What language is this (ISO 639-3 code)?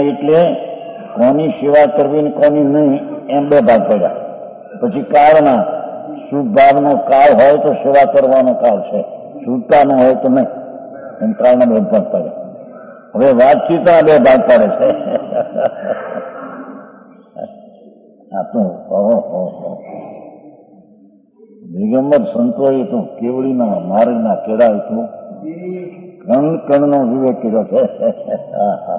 guj